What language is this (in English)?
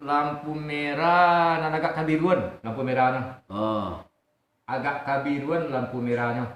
Minangkabau